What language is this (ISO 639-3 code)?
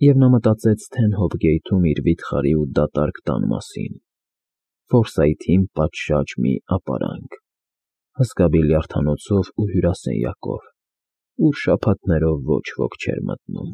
hye